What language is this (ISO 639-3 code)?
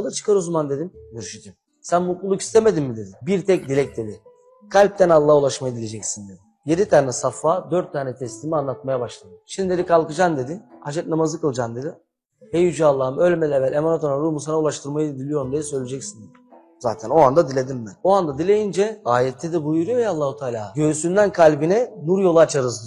tur